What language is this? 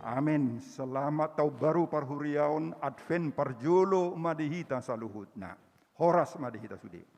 Batak Toba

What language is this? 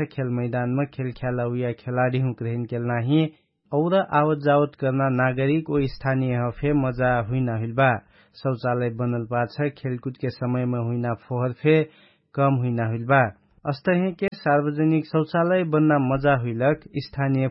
Dangaura Tharu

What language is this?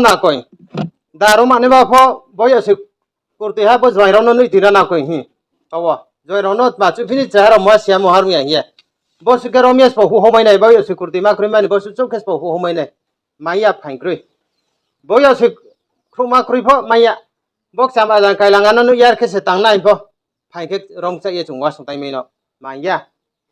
Riang (India)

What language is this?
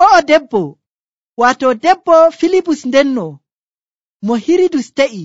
Nigerian Fulfulde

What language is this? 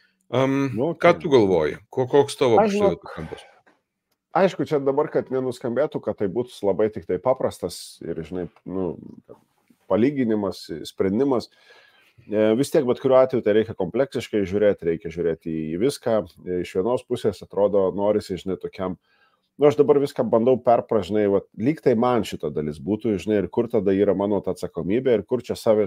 Lithuanian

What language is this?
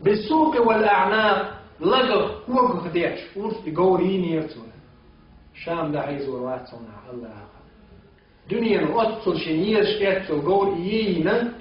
Chechen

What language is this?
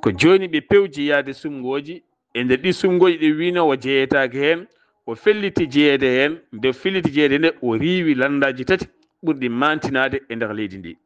Fula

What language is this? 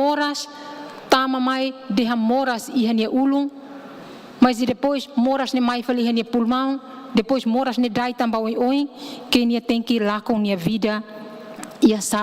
Tetum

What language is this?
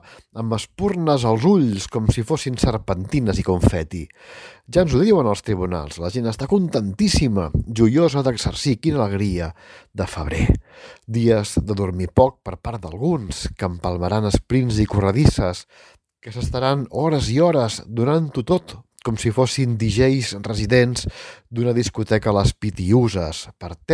Catalan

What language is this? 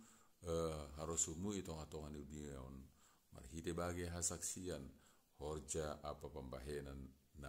Batak Simalungun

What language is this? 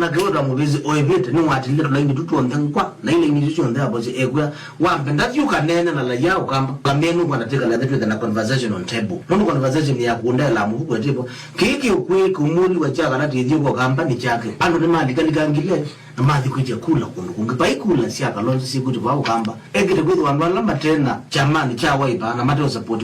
Kamba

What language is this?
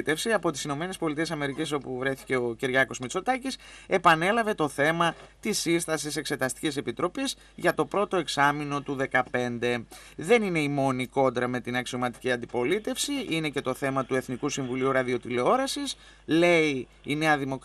Greek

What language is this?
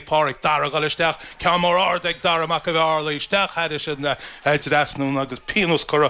Irish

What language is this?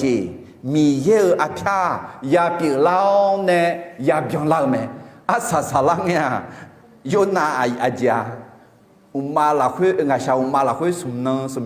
Akha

